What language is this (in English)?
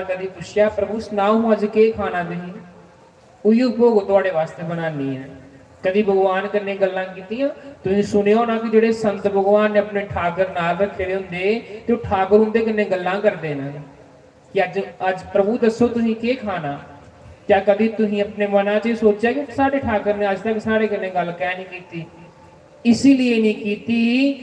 Dogri